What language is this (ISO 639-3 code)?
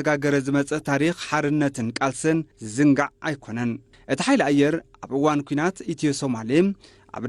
tir